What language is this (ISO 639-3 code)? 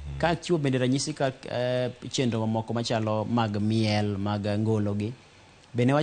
luo